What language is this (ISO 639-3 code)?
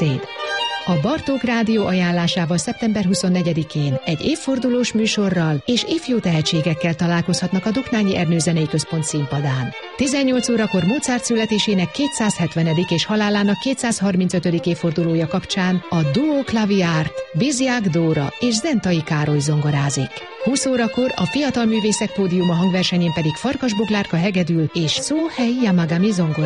hun